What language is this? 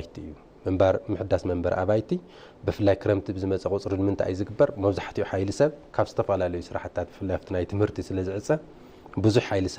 Tigrinya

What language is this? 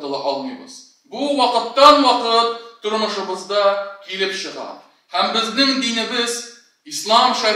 Tatar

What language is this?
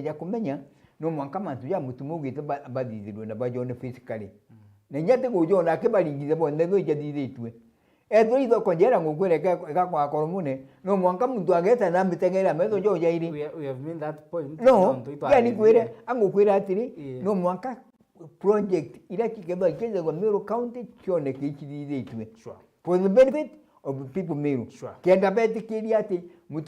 Meru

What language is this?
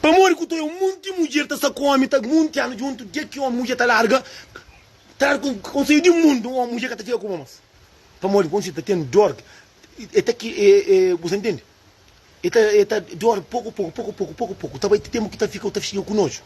Kabuverdianu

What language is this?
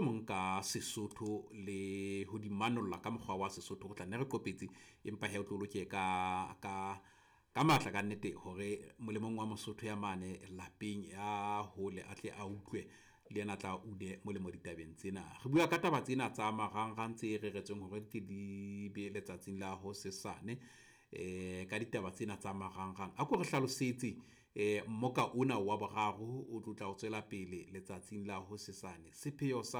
Southern Sotho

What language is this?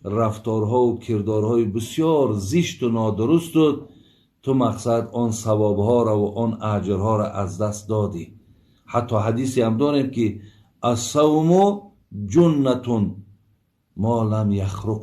Tajik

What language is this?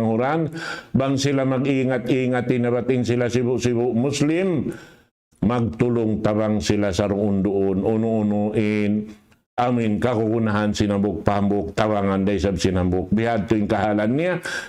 Tausug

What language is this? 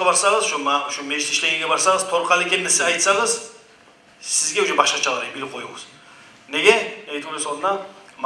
Kumyk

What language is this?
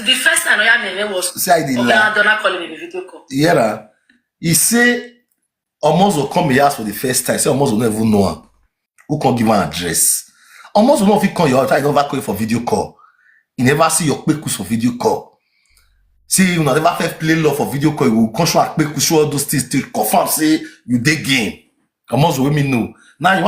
Nigerian Pidgin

